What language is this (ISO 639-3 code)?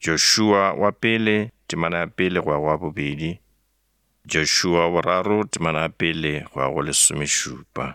nso